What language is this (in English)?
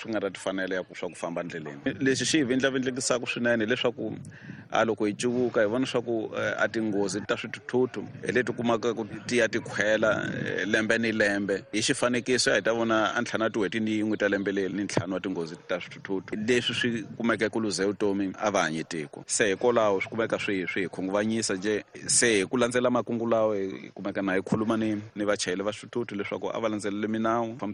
Tsonga